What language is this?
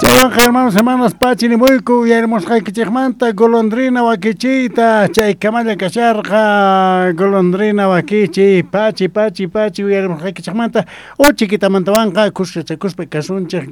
South Bolivian Quechua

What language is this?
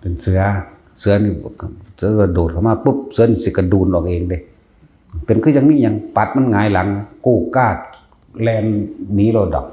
Northeastern Thai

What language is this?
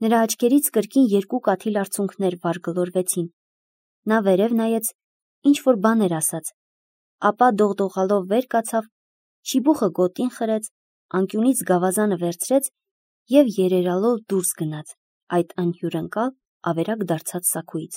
Armenian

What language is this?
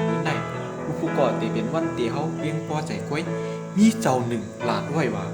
Shan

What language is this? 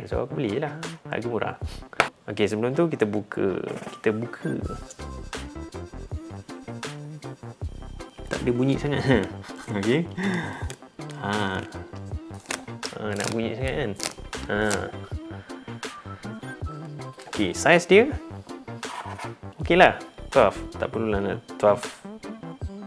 Malay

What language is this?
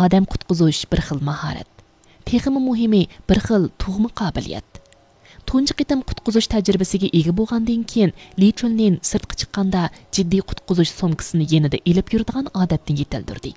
Uyghur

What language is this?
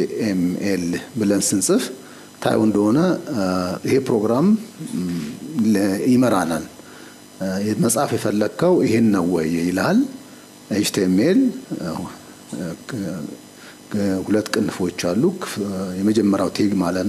Amharic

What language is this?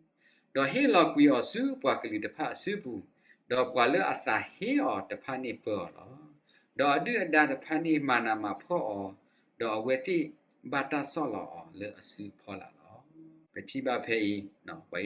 S'gaw Karen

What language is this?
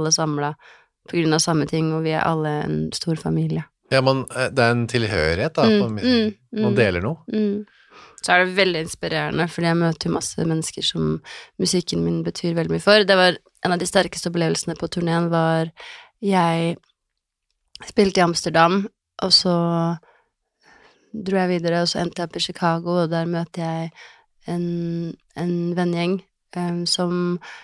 Norwegian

